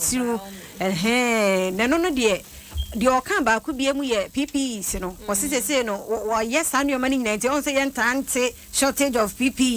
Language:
Akan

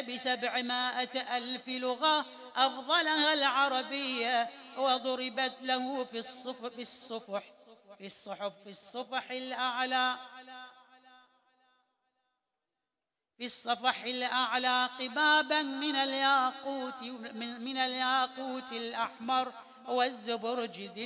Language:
Arabic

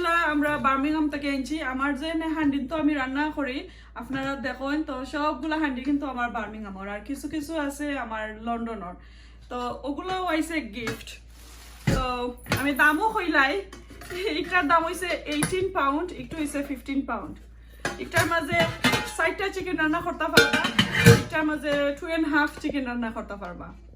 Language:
Sylheti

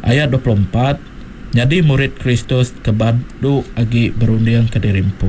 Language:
Iban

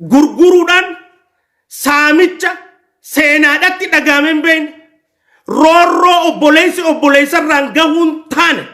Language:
Oromo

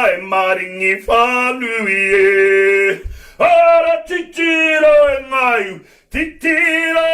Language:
Māori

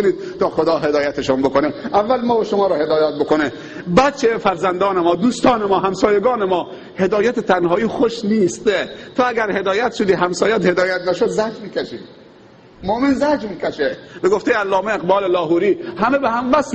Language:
Persian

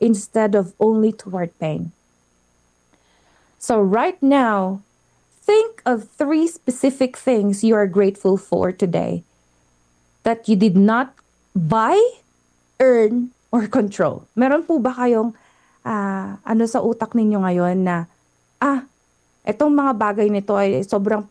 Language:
Filipino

